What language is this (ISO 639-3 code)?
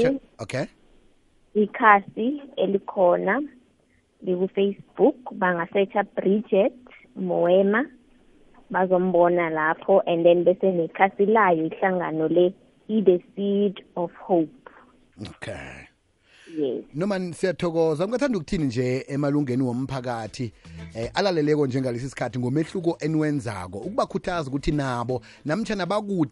nbl